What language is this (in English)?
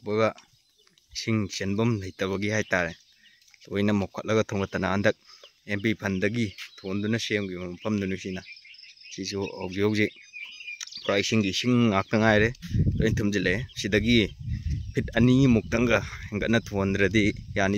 Manipuri